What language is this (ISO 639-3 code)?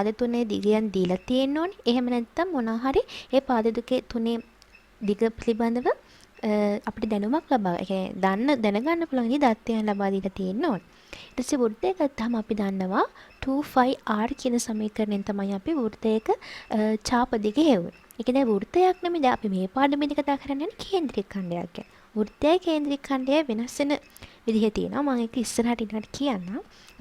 sin